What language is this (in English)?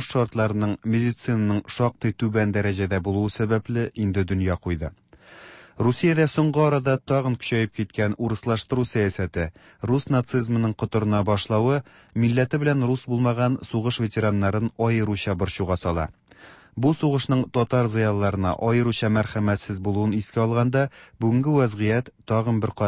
Tatar